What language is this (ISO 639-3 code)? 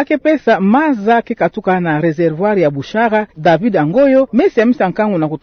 ktu